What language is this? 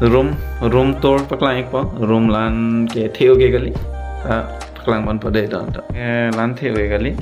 Karbi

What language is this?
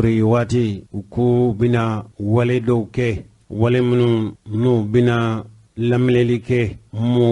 Bambara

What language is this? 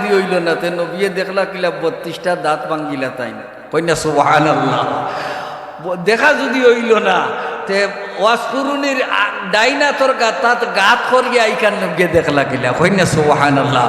Sylheti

